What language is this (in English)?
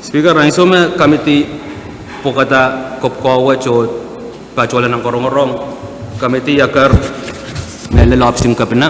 Pohnpeian